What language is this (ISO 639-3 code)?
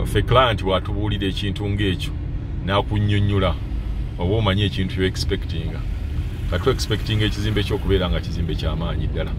lug